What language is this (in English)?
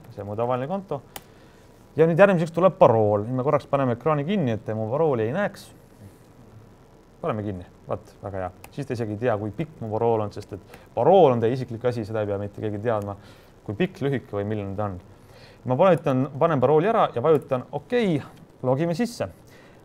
Estonian